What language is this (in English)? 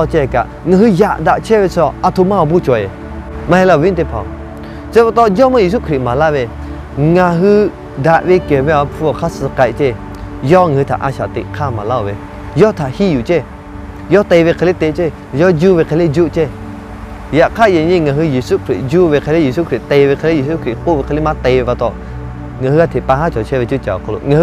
Lahu